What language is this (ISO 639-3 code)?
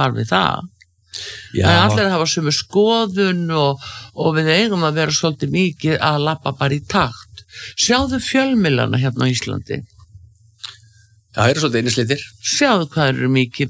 isl